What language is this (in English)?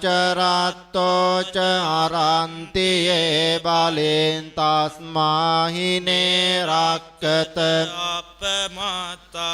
Pali